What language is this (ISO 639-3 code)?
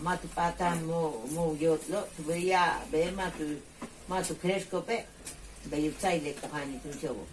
yua